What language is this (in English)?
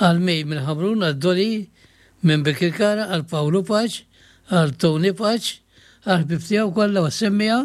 Maltese